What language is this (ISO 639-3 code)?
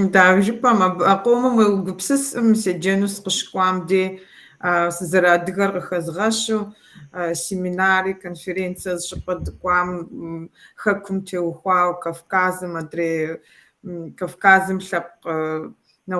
kbd